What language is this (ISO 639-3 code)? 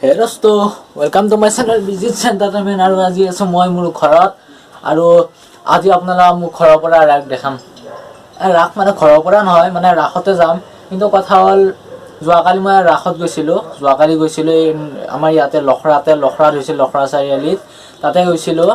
asm